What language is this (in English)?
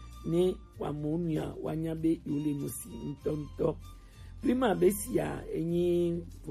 Gen